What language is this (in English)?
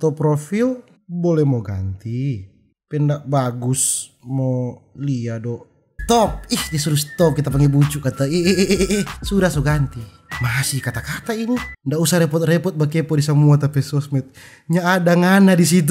Manado Malay